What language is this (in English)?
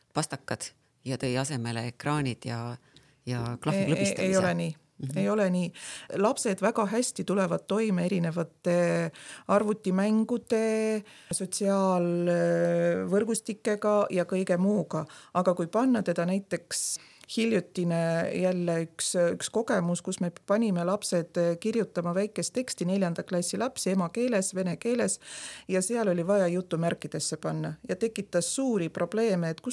Estonian